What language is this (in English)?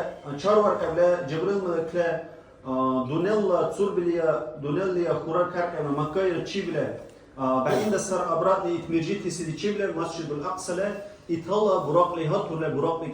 Dargwa